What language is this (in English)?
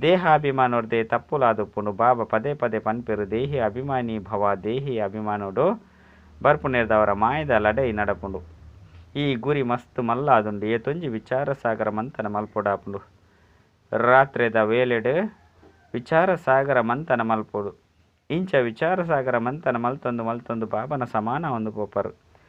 Tulu